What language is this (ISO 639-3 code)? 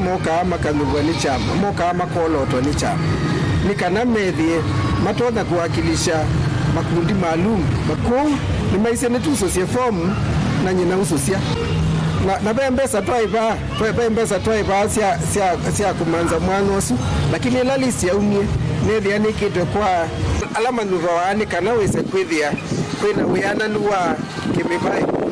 kam